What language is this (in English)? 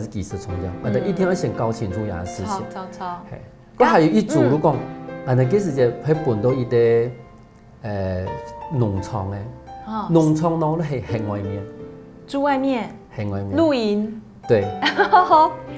Hakka Chinese